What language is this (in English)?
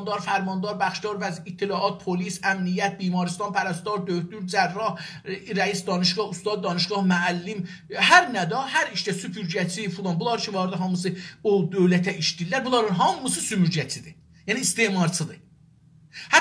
South Azerbaijani